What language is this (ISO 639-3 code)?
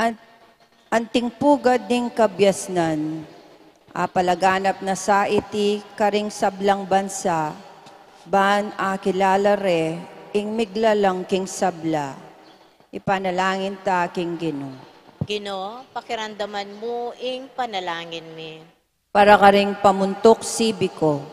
pam